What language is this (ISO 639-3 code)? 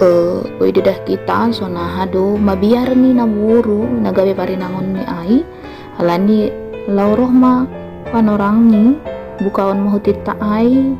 bts